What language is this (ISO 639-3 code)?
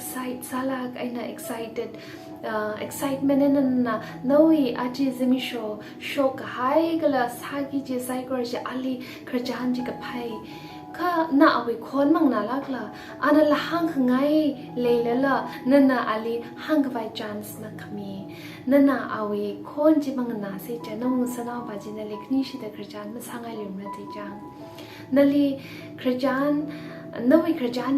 nmf